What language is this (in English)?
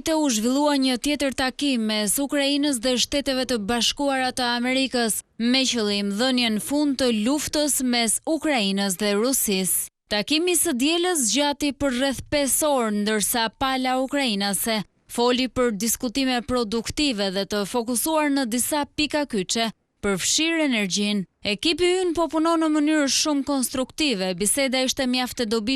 Albanian